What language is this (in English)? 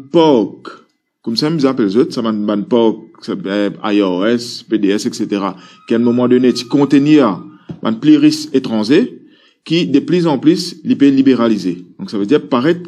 Morisyen